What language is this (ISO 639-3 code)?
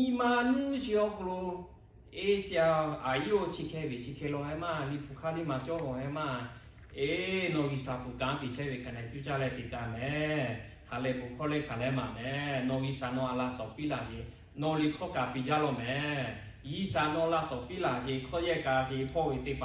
lhu